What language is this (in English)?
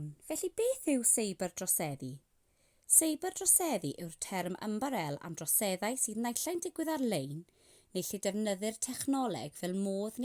Welsh